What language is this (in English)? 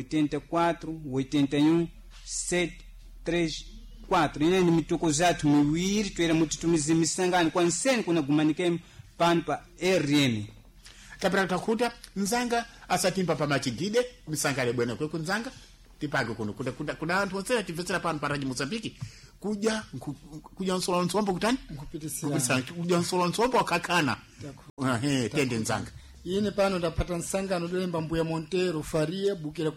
Sena